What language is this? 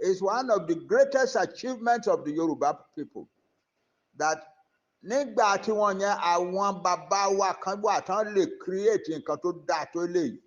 Yoruba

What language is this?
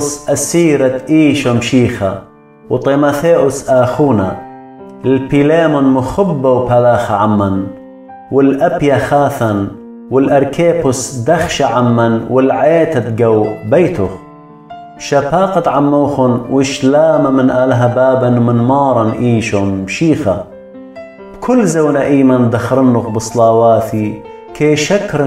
Assyrian Neo-Aramaic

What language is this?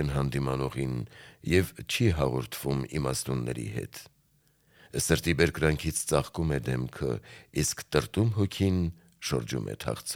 Armenian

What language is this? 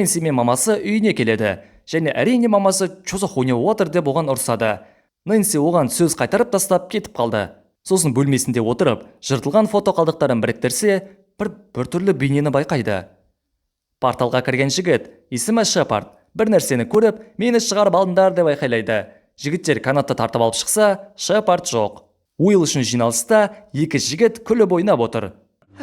Kazakh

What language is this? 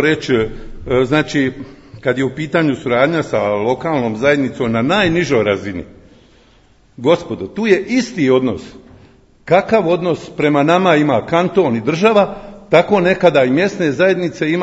Croatian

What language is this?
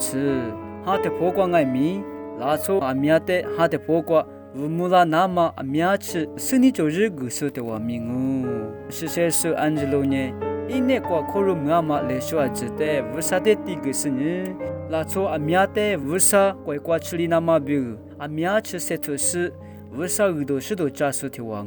Lisu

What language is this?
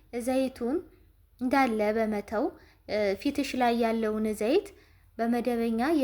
Amharic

